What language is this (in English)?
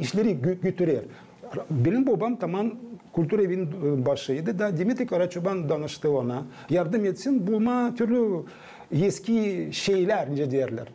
Gagauz